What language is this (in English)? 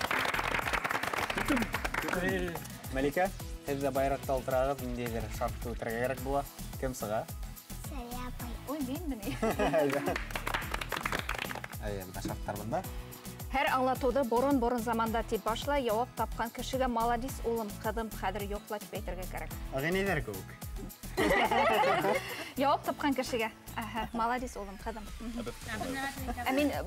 Bashkir